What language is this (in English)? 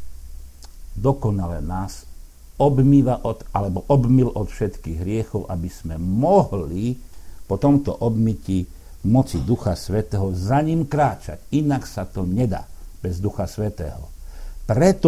Slovak